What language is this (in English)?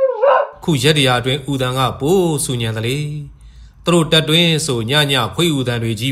Burmese